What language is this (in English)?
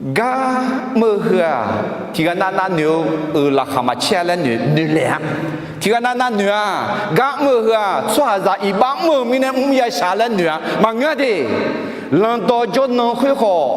Akha